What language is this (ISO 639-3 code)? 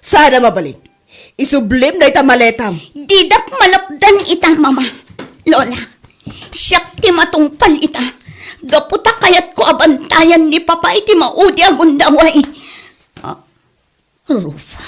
ilo